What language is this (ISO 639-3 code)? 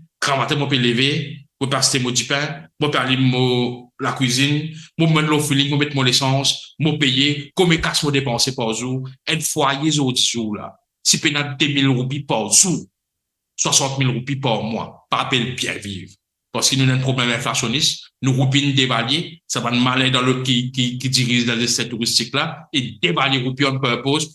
mfe